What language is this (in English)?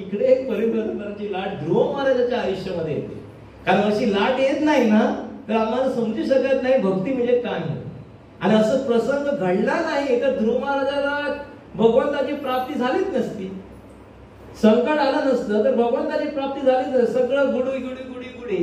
Marathi